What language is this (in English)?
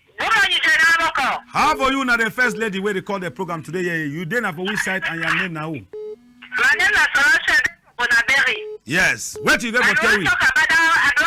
Cameroon Pidgin